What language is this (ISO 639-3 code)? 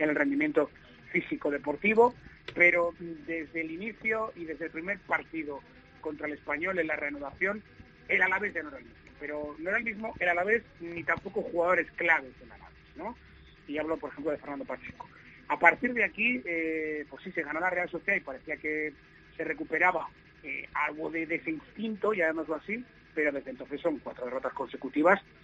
spa